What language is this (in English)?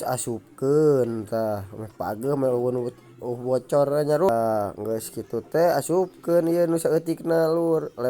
Sundanese